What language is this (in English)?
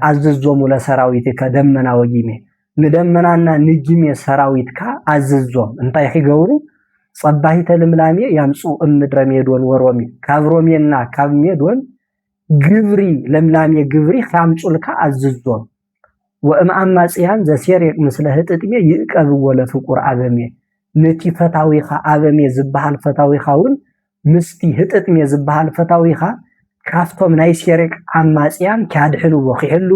Tigrinya